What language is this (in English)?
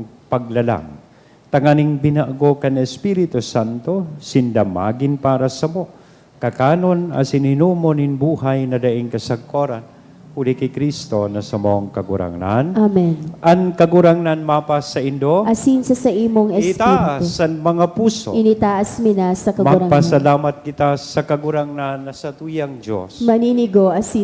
Bikol